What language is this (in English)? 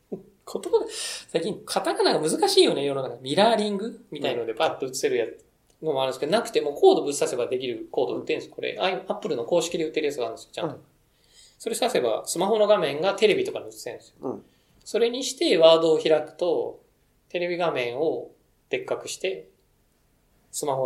Japanese